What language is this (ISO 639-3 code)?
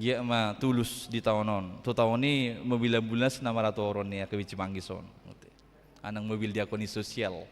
bbc